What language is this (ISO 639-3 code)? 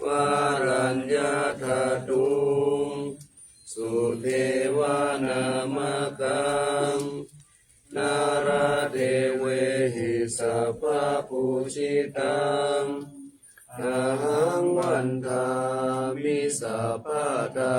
pli